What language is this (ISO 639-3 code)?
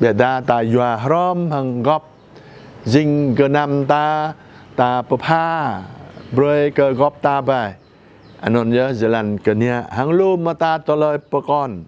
jra